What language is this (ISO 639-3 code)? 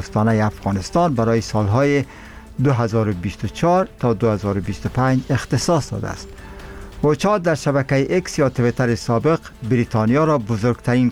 fas